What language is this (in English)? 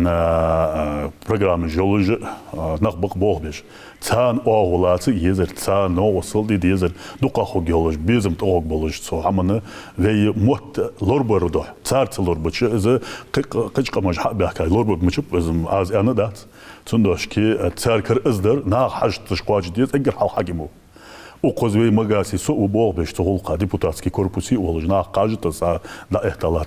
Ingush